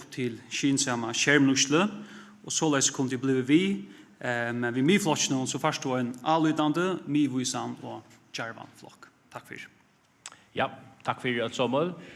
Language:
Faroese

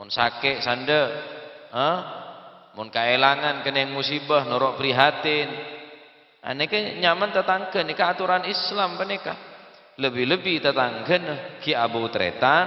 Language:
Madurese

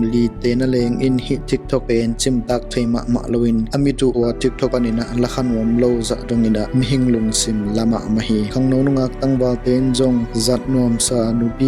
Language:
Tedim Chin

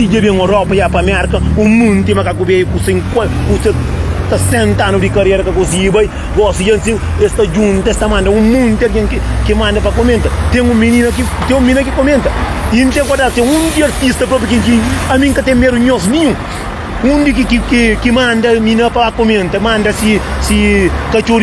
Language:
Kabuverdianu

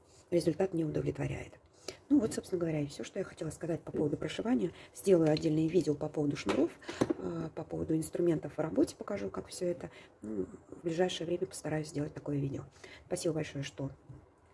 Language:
Russian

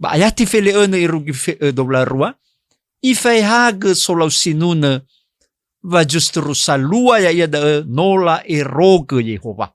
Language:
Nias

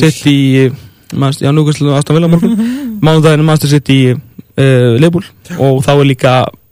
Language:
Icelandic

